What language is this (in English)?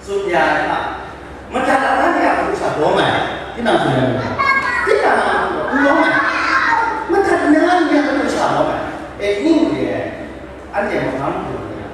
Kachin